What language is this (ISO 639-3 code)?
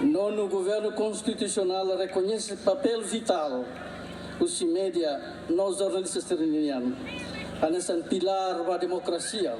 tet